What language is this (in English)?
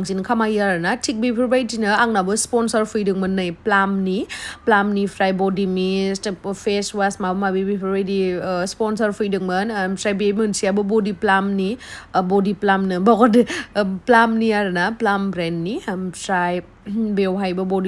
Bodo